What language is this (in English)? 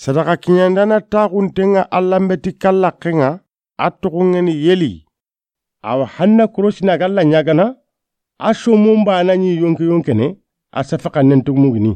Soninke